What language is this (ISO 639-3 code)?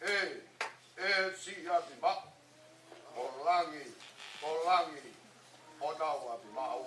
ton